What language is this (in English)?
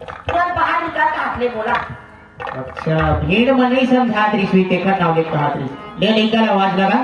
Chhattisgarhi